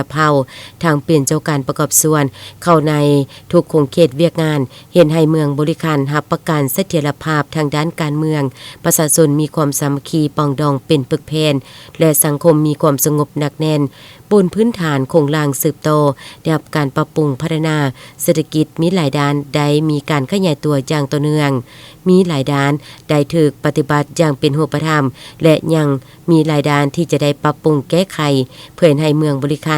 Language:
Lao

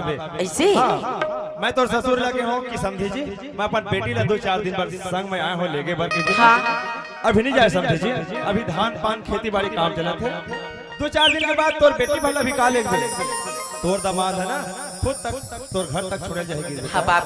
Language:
Chhattisgarhi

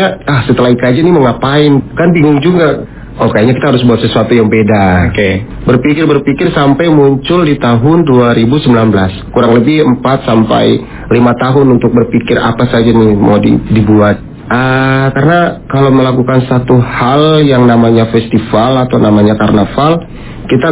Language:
Indonesian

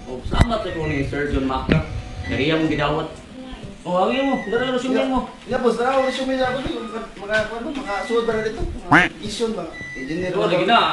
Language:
Cebuano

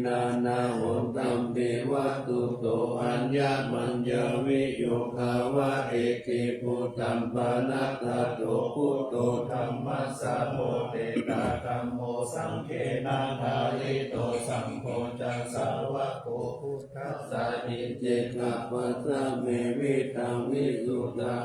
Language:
Pali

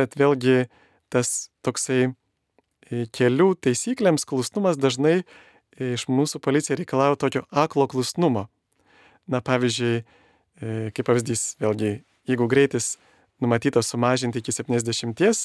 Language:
Lithuanian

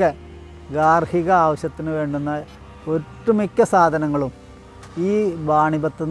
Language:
Malayalam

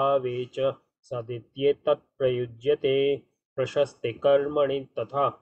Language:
Sanskrit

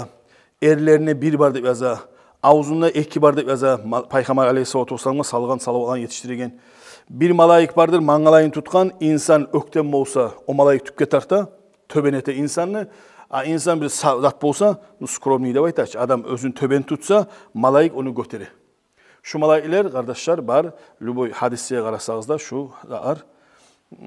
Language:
Kumyk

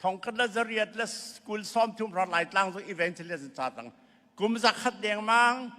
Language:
Hakha Chin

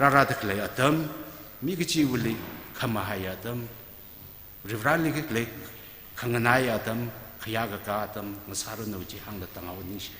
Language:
Tangkhul Naga (India)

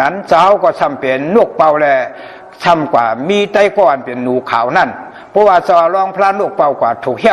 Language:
Shan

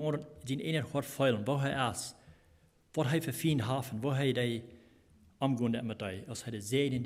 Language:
Plautdietsch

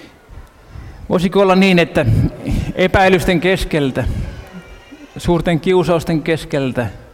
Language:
Finnish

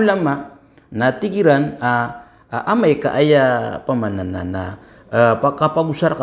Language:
Maranao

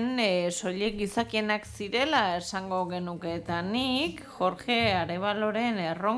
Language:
Basque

